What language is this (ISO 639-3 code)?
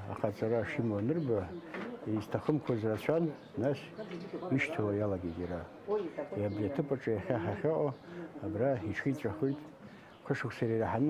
abk